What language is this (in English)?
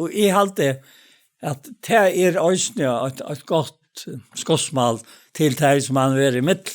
Faroese